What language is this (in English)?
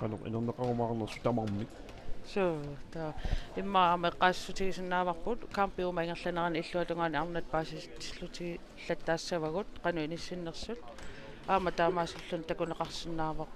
Kalaallisut